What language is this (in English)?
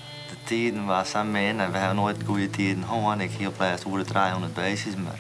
Western Frisian